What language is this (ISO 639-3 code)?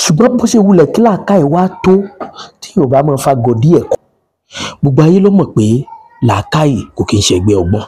yor